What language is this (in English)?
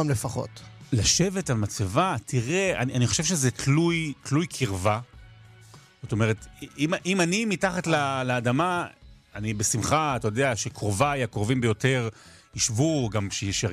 Hebrew